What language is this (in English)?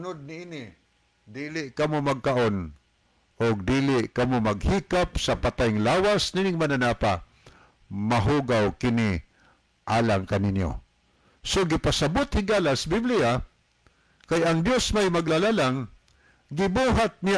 Cebuano